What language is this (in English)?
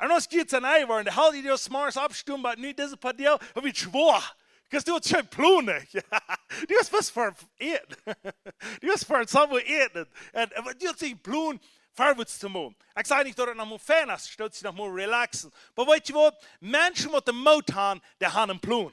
Plautdietsch